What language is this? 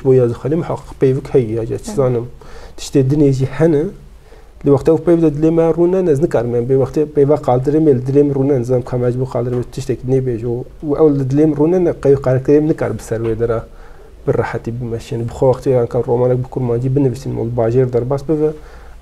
Kurdish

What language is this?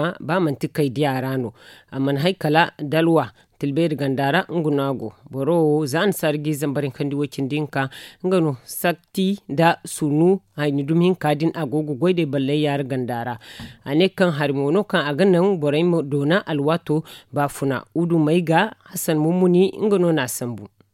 Zarma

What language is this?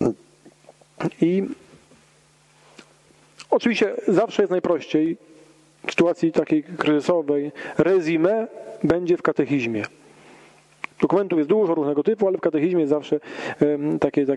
Polish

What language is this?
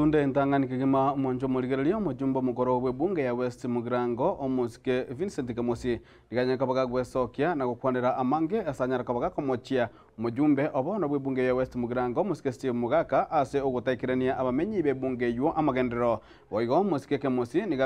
Gusii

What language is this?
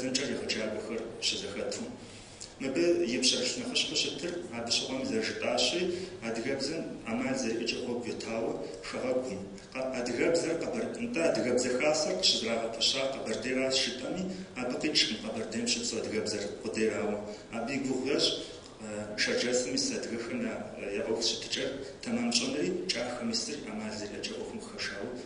Kabardian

